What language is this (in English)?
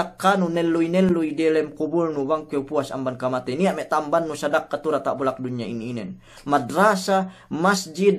Yakan